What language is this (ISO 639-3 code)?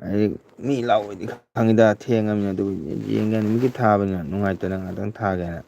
mni